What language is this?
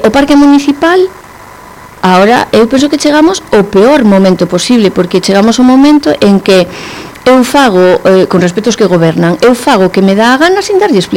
Galician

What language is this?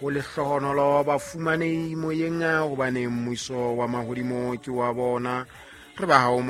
Southern Sotho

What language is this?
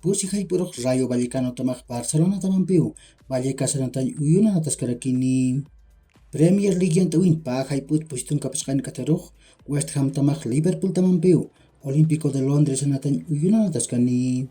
Aymara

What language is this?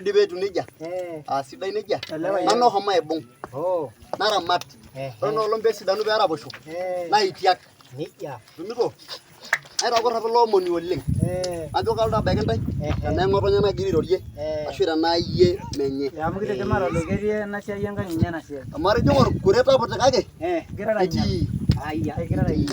Masai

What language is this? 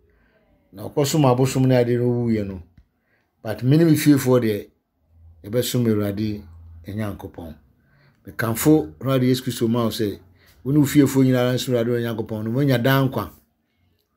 Akan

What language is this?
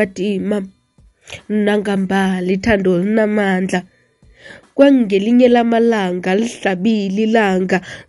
South Ndebele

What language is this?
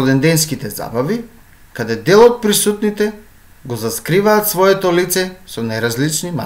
Macedonian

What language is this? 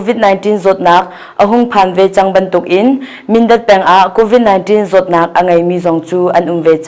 Hakha Chin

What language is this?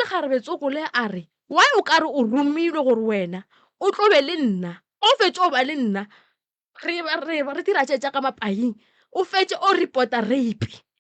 Northern Sotho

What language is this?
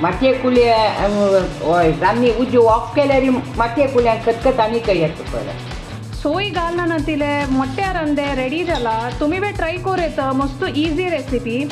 Konkani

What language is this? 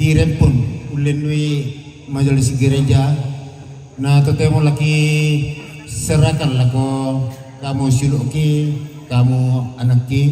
Toraja-Sa'dan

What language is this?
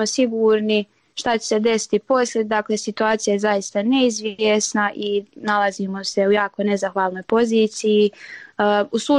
Bosnian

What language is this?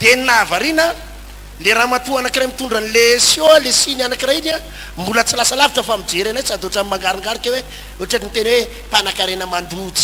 Malagasy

